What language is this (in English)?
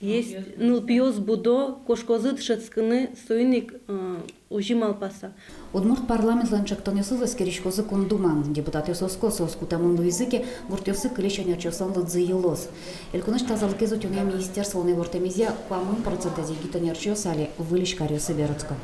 Udmurt